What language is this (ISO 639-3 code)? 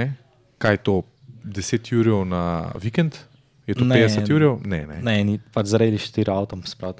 slv